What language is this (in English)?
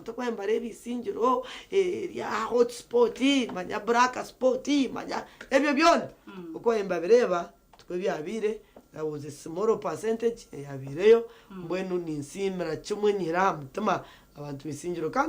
Nyankole